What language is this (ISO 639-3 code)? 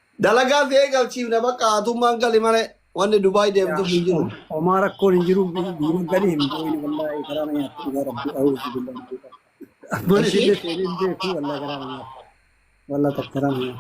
orm